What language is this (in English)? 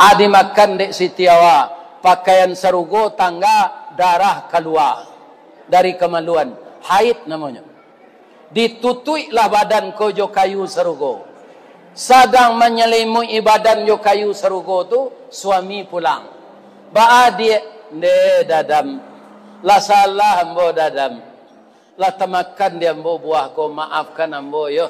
Minangkabau